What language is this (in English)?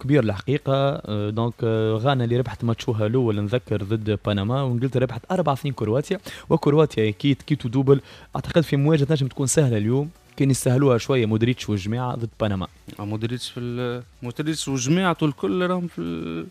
Tunisian Arabic